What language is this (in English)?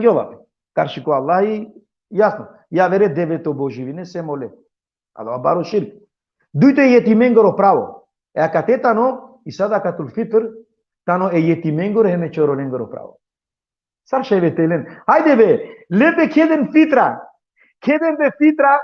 Balkan Romani